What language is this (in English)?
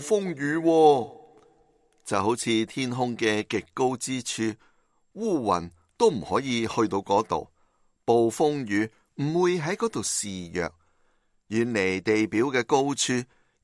Cantonese